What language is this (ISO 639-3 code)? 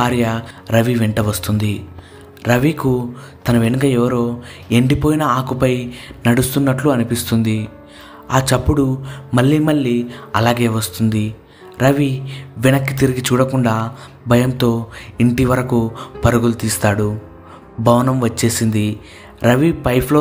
tel